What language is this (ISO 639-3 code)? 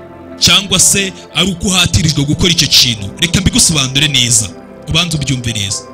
kin